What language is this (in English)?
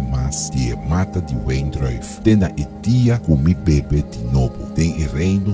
Papiamento